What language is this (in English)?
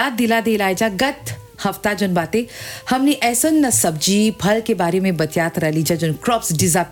Bhojpuri